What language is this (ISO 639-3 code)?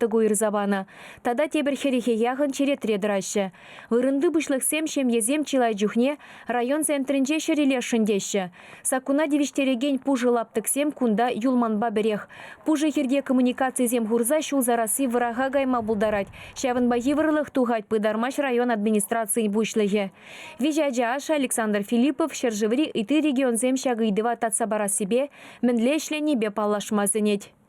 chv